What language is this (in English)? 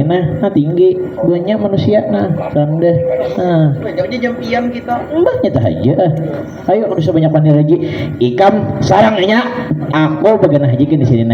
Banjar